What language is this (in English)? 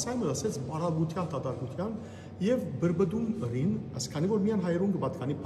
Western Armenian